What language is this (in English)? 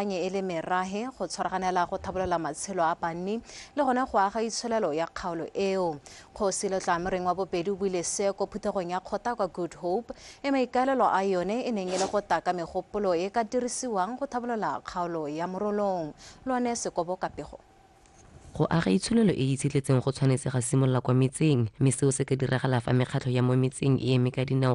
Tswana